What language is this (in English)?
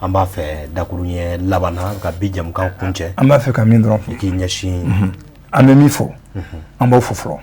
Bambara